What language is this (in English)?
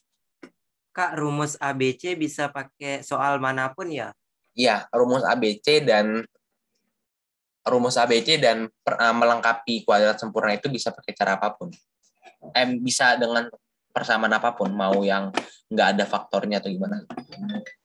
Indonesian